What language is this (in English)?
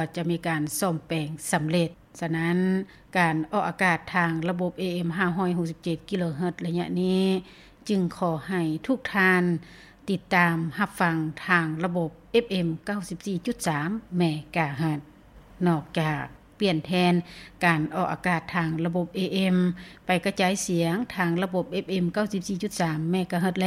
Lao